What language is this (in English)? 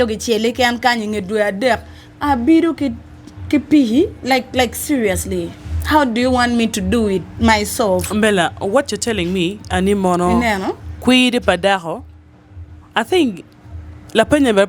Acoli